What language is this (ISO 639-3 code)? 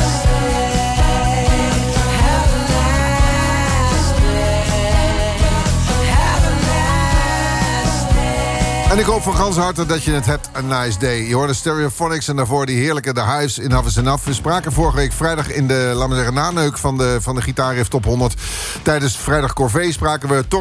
nld